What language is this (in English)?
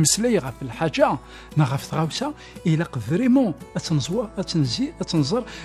Kabyle